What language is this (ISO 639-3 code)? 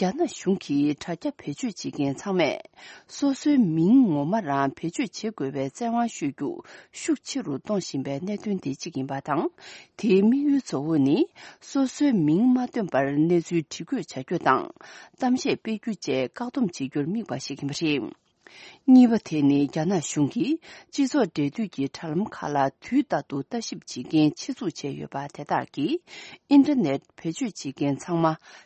bod